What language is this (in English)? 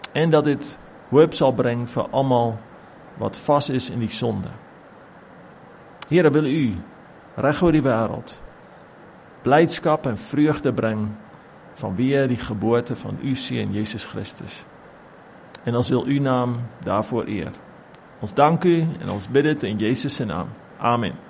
Afrikaans